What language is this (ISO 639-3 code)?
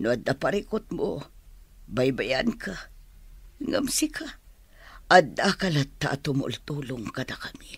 ilo